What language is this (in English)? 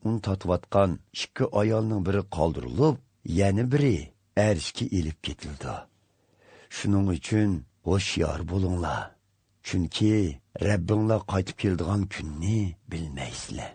Uyghur